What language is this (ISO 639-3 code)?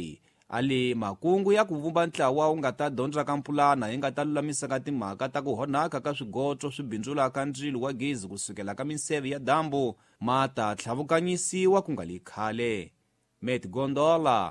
tso